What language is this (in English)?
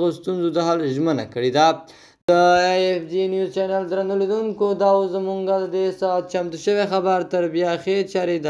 Pashto